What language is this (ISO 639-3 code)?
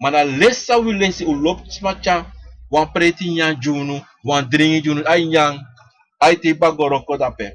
srn